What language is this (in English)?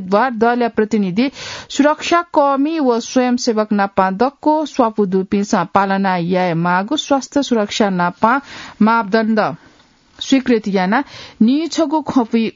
Newari